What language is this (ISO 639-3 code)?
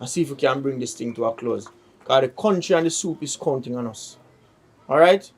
jam